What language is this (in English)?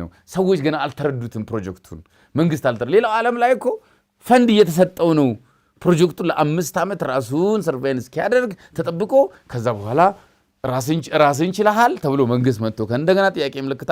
Amharic